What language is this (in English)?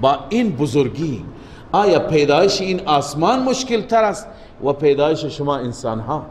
Persian